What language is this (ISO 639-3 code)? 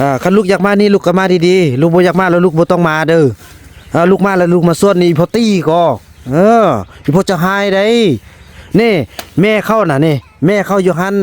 tts